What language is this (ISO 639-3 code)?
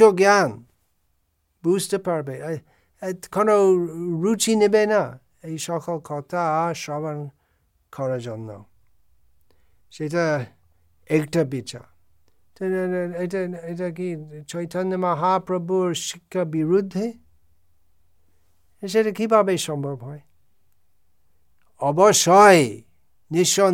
ben